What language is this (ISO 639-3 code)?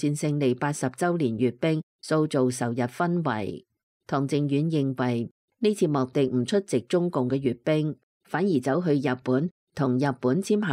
yue